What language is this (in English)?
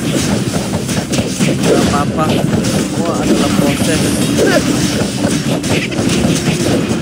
Indonesian